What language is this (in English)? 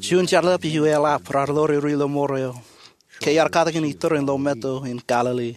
Marshallese